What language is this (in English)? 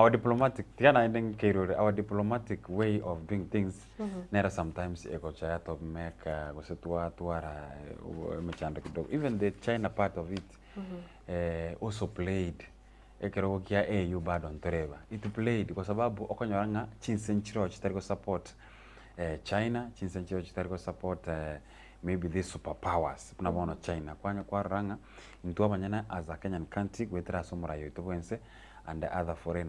Gusii